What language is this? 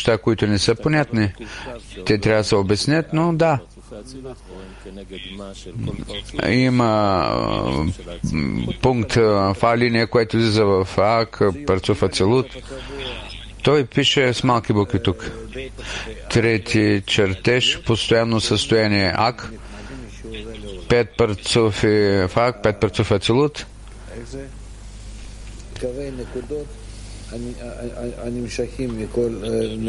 Bulgarian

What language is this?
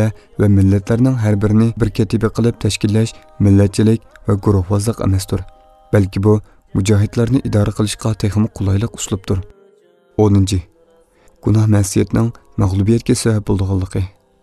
Uyghur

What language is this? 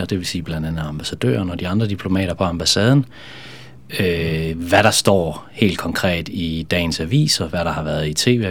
Danish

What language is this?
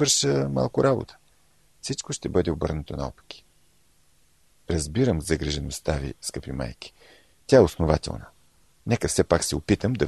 Bulgarian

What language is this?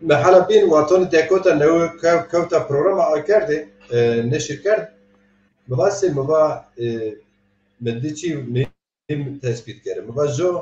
Zaza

